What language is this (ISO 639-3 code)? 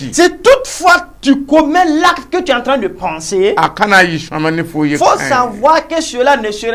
mos